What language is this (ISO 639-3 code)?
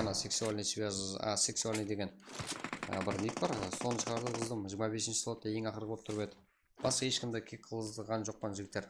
kaa